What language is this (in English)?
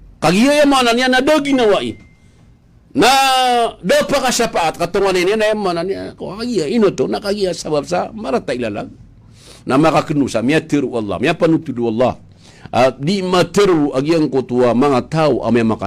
Maranao